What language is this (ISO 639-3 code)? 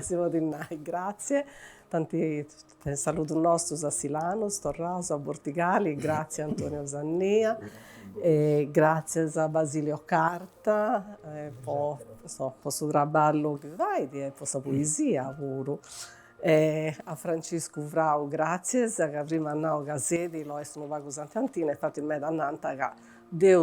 srd